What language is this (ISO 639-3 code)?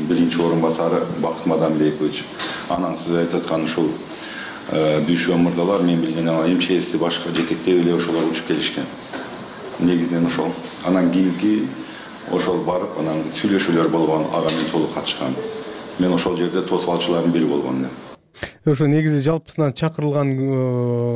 kir